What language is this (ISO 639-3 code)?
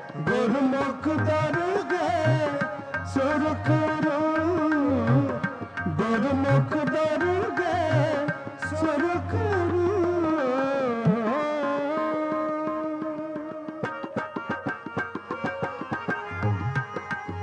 pan